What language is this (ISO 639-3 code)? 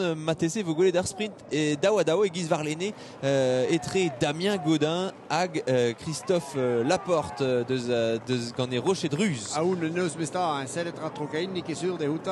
bre